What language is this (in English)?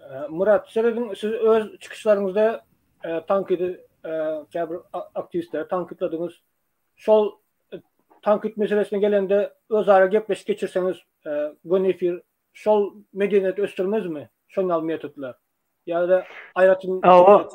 Turkmen